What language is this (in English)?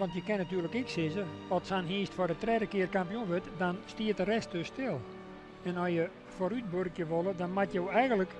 Western Frisian